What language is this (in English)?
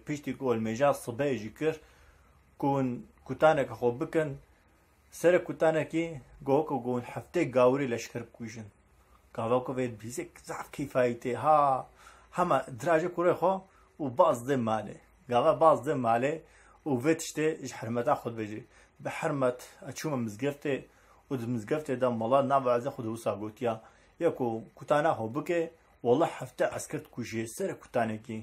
Kurdish